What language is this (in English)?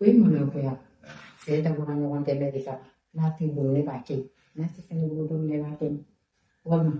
Bambara